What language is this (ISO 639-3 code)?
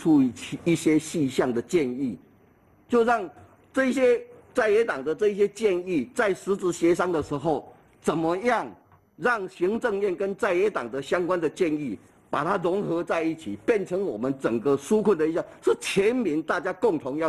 zho